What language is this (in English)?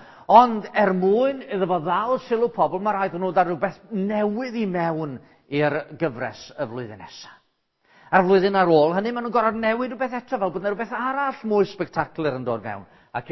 Welsh